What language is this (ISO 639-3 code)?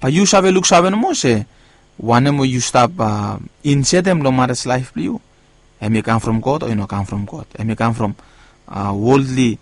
bis